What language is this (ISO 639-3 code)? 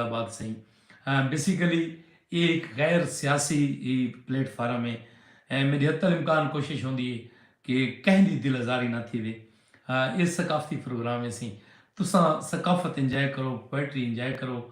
skr